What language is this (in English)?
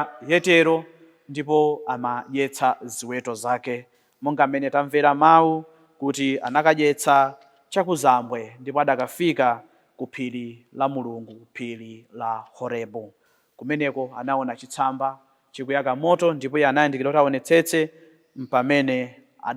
Nyanja